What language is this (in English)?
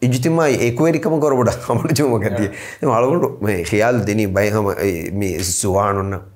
Divehi